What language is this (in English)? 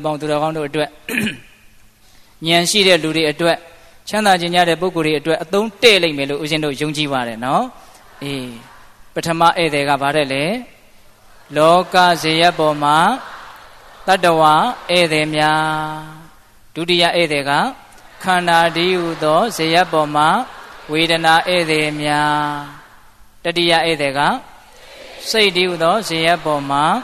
Burmese